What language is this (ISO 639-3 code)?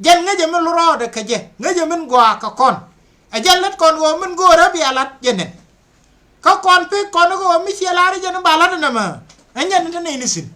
nus